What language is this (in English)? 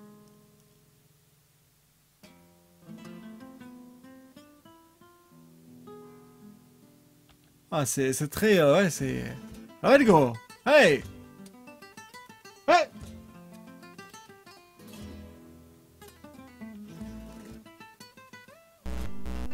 French